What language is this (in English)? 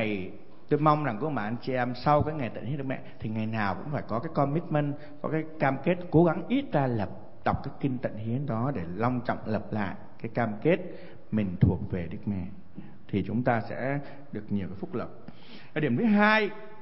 Vietnamese